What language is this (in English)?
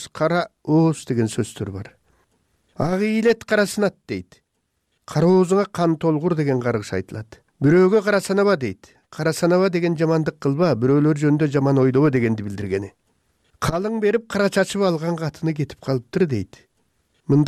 Kyrgyz